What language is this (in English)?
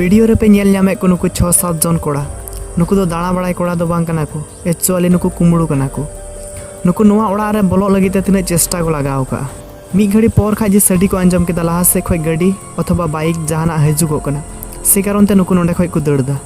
Santali